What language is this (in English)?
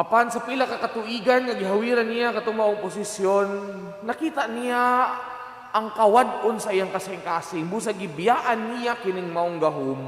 Cebuano